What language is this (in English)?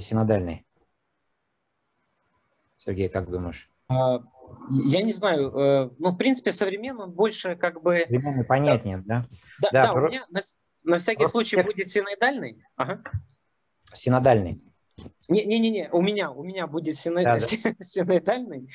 Russian